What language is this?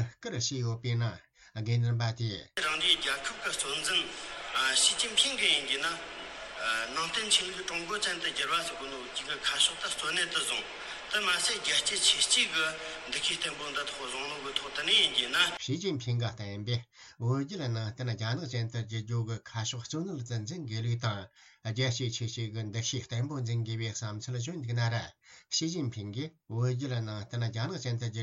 Tibetan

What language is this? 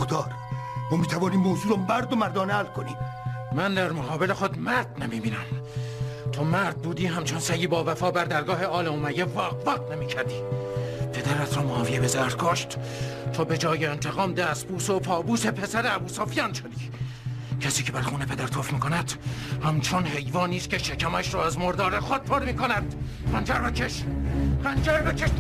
Persian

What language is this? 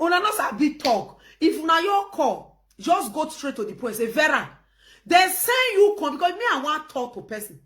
Nigerian Pidgin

